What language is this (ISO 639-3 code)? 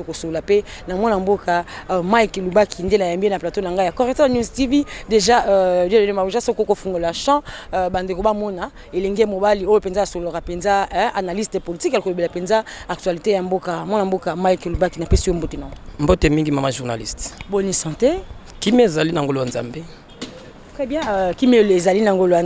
lin